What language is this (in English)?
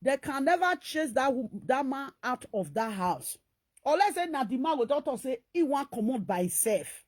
Nigerian Pidgin